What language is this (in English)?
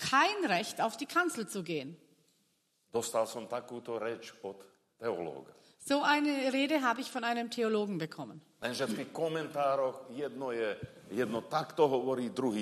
Slovak